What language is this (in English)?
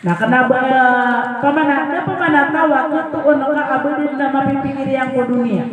Maranao